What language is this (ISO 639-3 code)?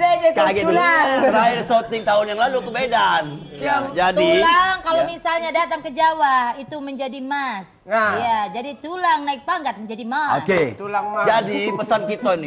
mui